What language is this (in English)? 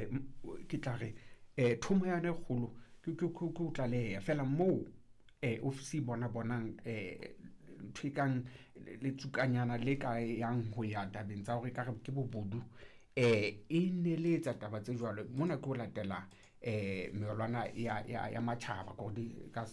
Southern Sotho